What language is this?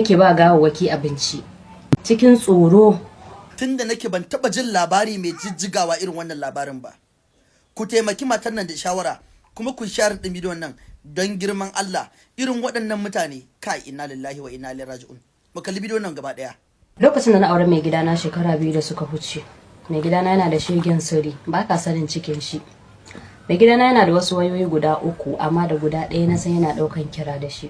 Hausa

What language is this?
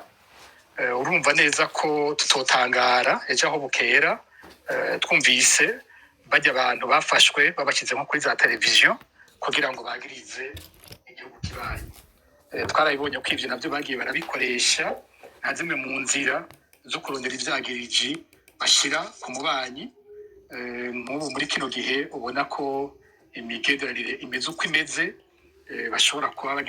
Rundi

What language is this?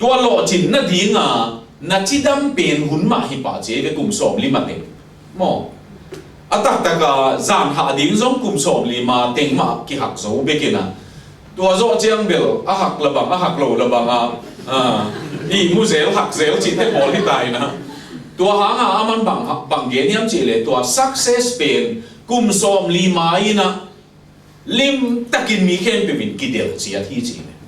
Tedim Chin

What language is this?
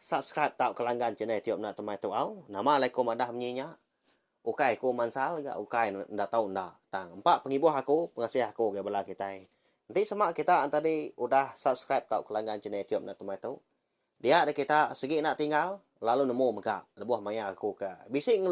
Iban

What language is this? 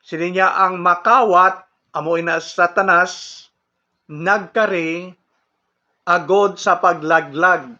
Hiligaynon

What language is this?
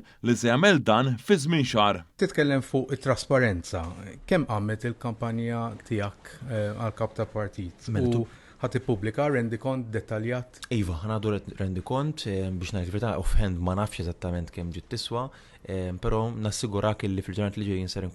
Maltese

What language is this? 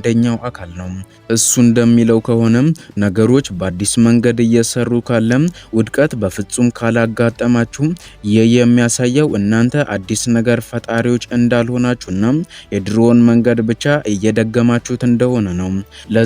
Amharic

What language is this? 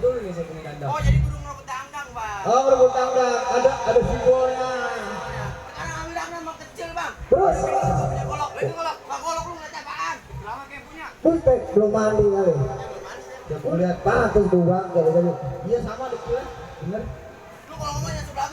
Betawi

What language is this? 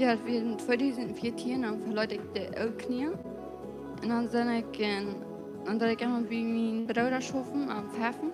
Plautdietsch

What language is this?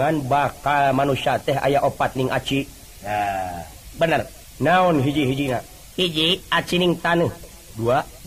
Sundanese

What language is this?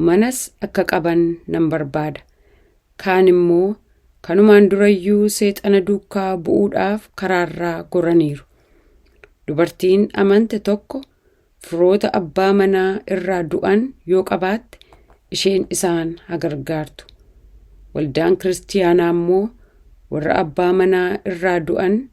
Oromo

